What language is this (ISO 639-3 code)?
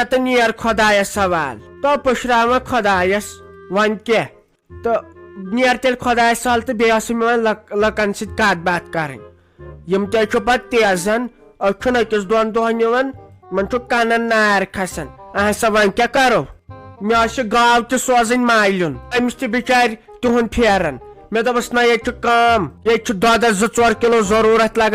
kas